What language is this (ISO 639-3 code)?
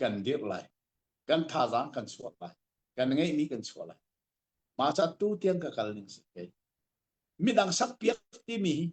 cnh